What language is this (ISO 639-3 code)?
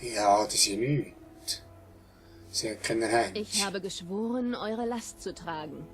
gsw